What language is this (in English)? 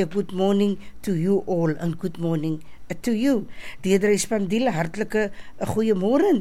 Afrikaans